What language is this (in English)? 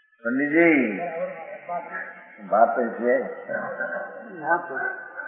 Gujarati